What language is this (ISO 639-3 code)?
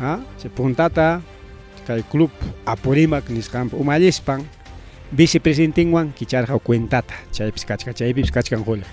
quy